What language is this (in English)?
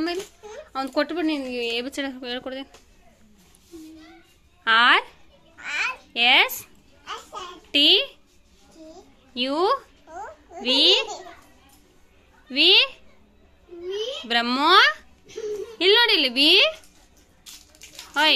Kannada